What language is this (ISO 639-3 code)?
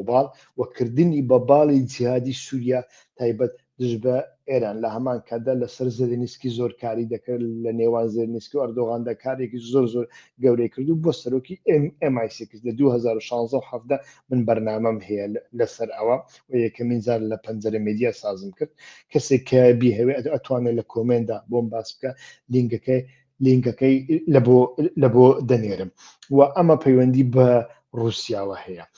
ckb